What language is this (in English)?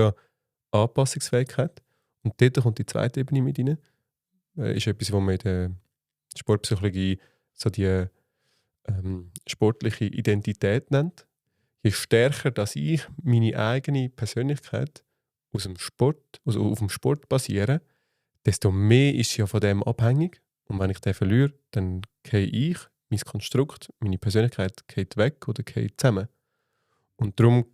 Swiss German